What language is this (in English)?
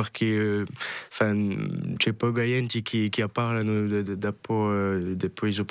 Corsican